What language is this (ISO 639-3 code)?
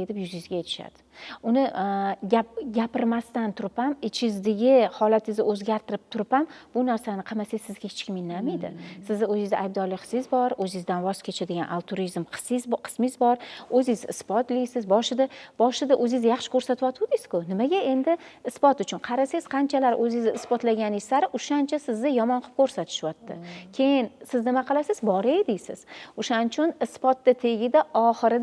uzb